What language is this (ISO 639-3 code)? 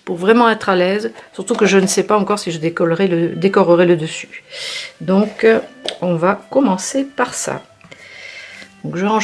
fra